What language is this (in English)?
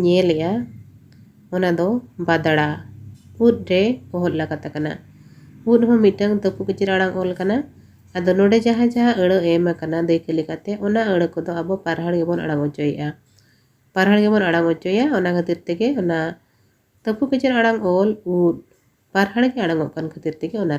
Santali